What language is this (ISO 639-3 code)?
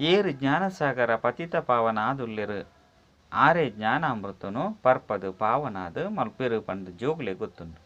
tcy